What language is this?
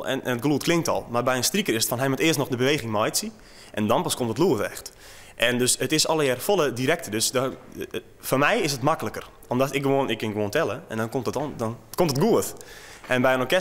Western Frisian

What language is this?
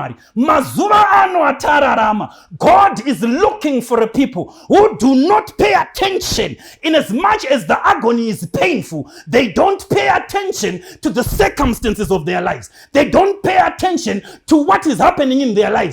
Shona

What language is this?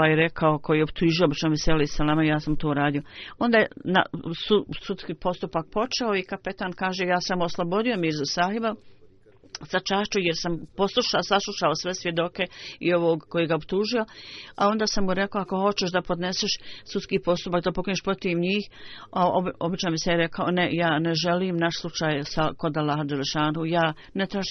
Bosnian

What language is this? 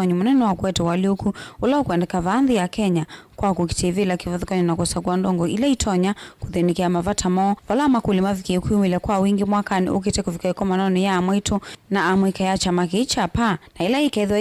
Kamba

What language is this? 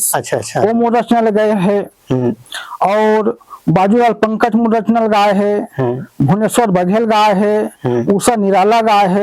Chhattisgarhi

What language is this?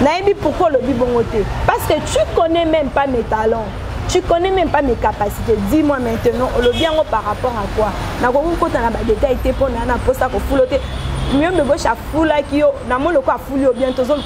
Lingala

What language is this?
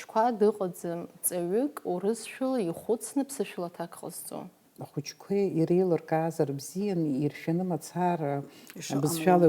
Abkhazian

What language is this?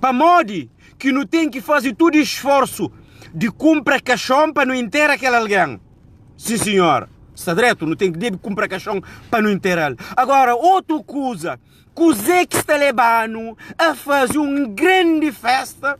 Kabuverdianu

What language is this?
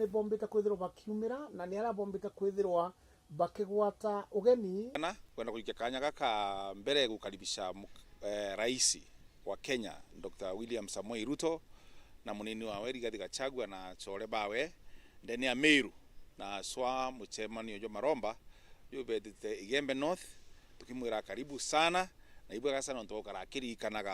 Meru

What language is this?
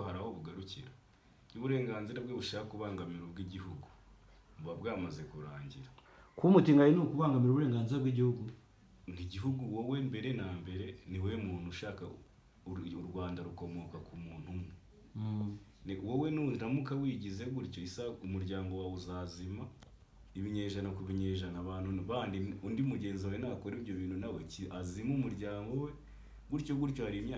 Kinyarwanda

